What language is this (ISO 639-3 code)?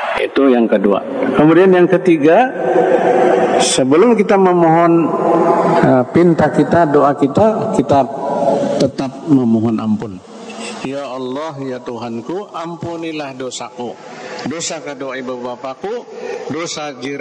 ind